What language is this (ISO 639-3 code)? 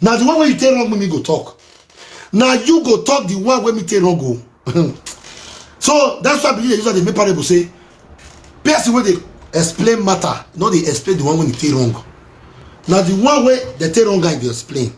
pcm